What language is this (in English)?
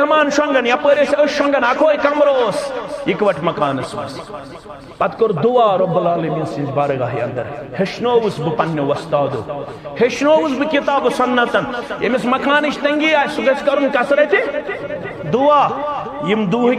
Kashmiri